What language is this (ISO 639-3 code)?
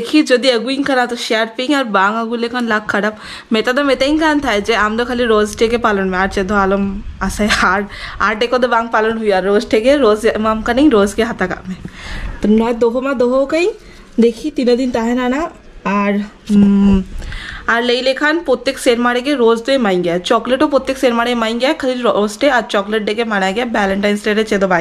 sat